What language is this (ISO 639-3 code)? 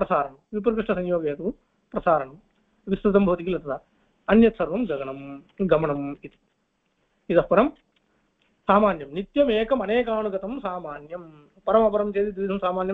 san